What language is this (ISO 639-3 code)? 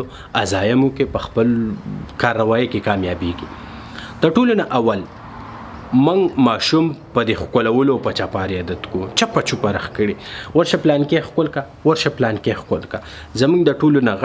pus